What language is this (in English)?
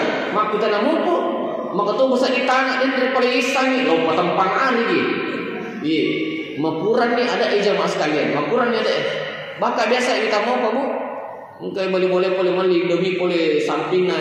Buginese